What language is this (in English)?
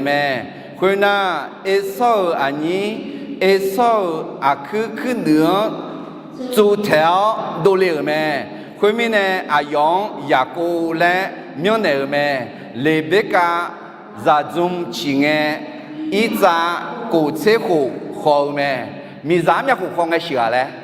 Akha